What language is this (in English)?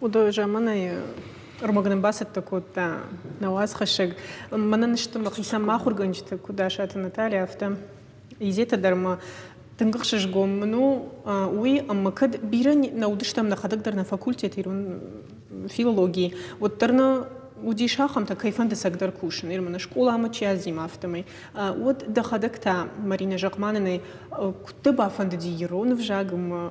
Ossetic